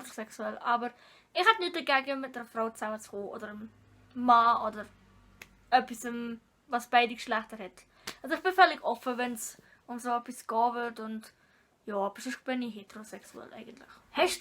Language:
Swiss German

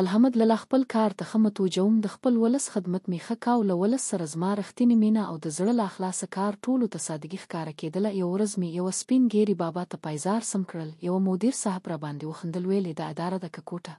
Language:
Pashto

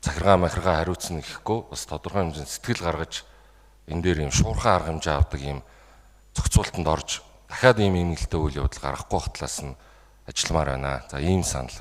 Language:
Mongolian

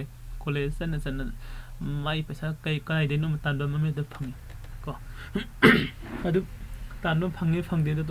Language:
Manipuri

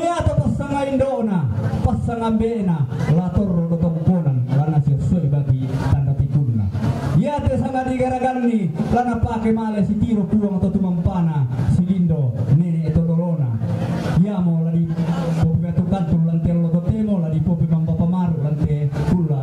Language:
Toraja-Sa'dan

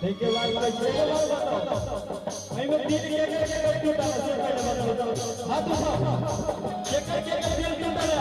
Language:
Maithili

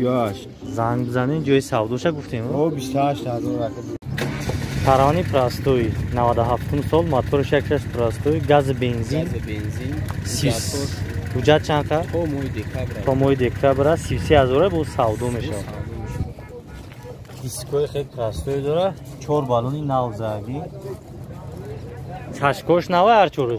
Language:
Tajik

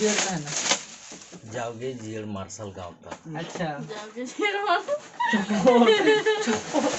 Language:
Santali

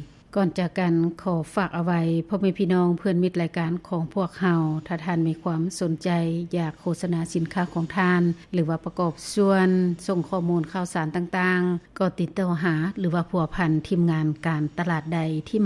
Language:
Lao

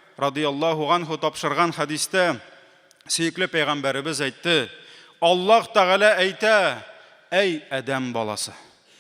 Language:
Tatar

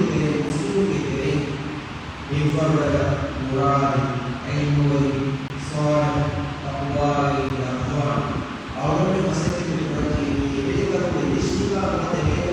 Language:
Divehi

